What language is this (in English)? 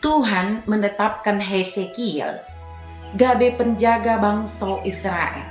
Batak Dairi